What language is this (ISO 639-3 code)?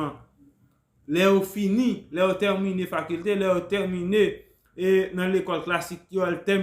hat